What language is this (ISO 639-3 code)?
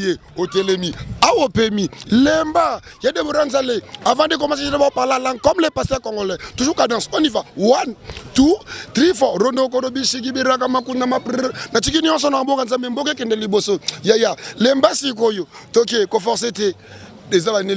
lin